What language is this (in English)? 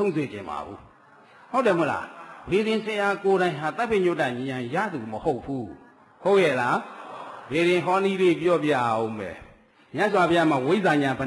Burmese